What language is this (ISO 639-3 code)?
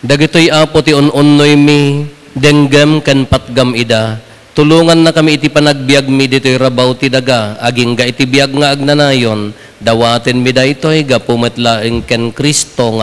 ilo